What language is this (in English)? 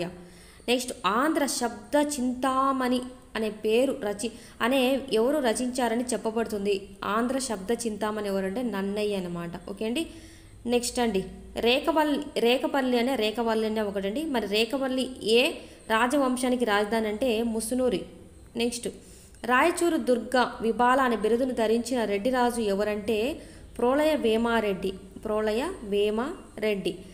Telugu